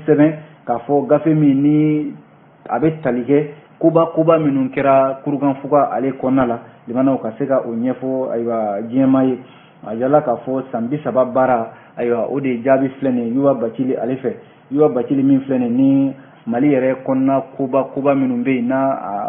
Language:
Bambara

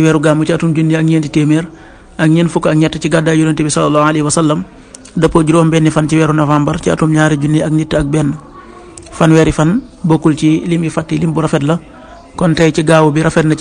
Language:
Wolof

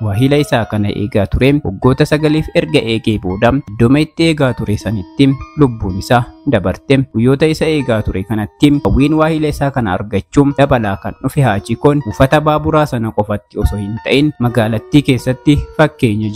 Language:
Oromo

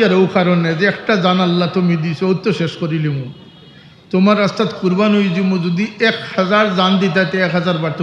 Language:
Sylheti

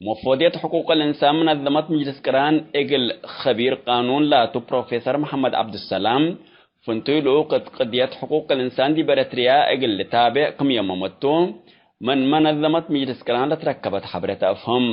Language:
Tigre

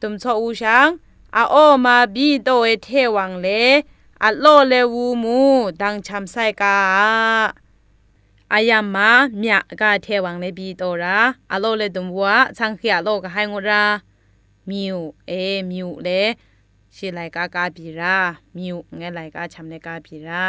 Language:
Zaiwa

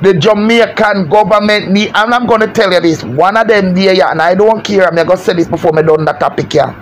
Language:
Jamaican Creole English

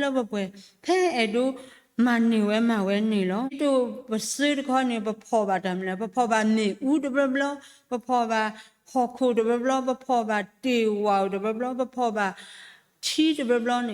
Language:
S'gaw Karen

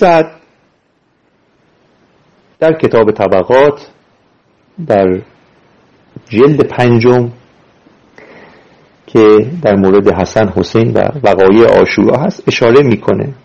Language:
Persian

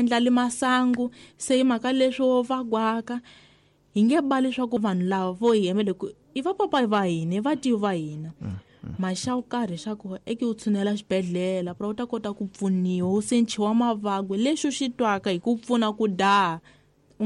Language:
Tsonga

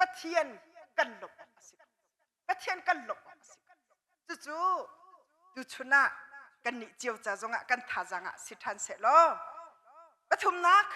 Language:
Hakha Chin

